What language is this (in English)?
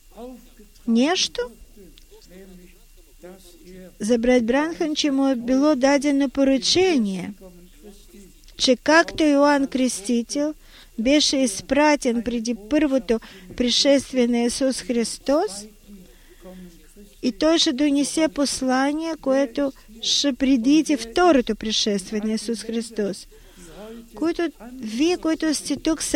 Bulgarian